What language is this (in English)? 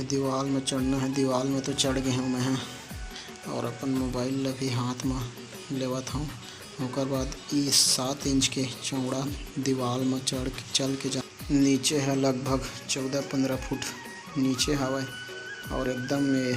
Chhattisgarhi